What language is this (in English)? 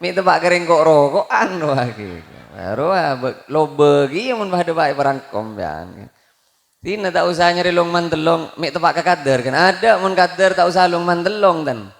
Madurese